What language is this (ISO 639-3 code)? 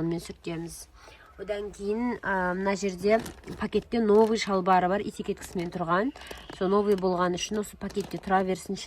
kaz